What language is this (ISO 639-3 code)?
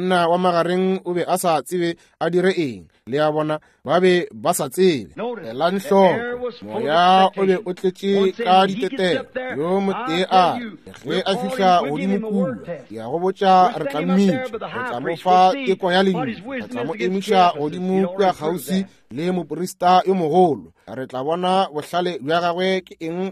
nso